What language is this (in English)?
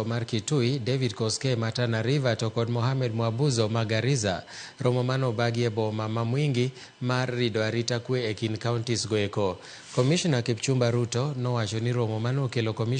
Luo (Kenya and Tanzania)